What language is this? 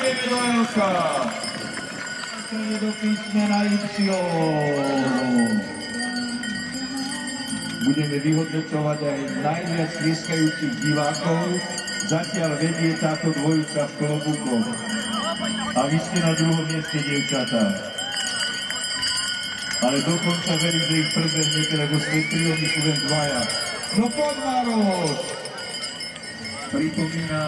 Slovak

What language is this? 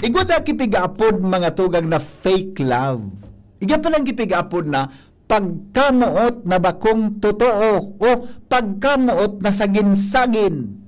Bikol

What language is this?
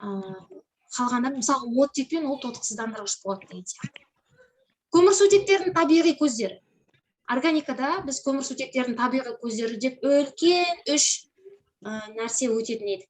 Kazakh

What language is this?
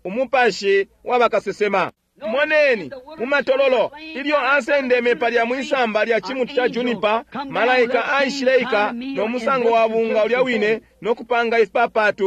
Bemba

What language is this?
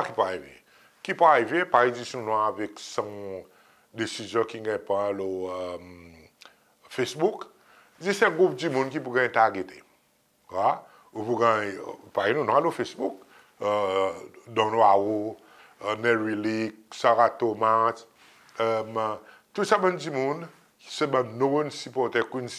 Seselwa Creole French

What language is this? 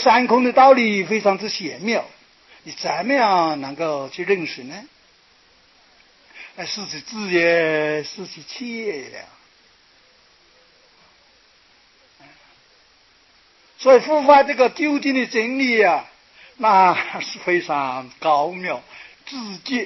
Chinese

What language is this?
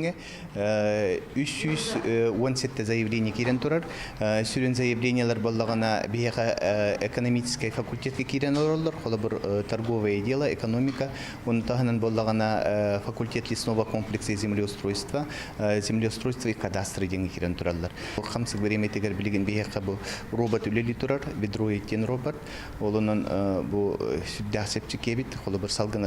Yakut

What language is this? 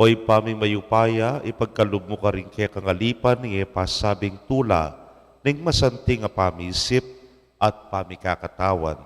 Pampanga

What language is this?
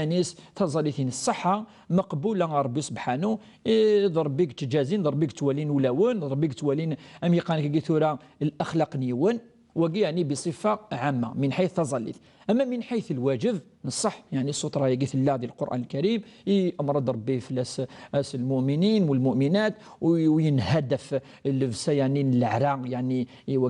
Kabyle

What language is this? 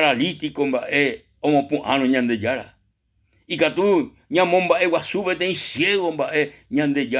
Guarani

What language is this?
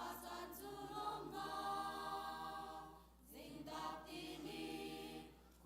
Hakha Chin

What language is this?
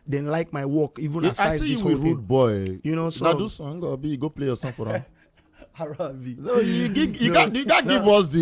Nigerian Pidgin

